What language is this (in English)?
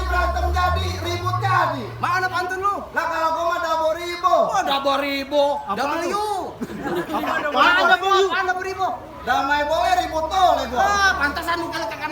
Betawi